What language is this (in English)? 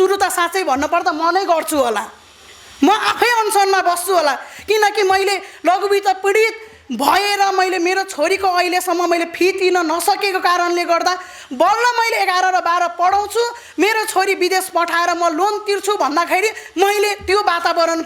Nepali